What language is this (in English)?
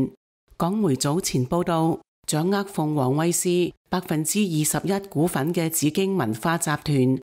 Cantonese